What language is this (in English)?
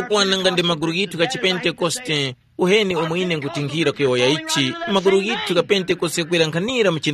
Tumbuka